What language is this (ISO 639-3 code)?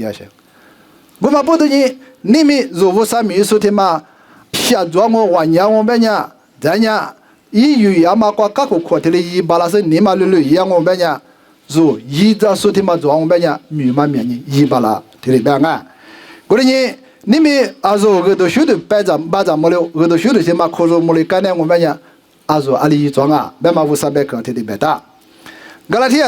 lis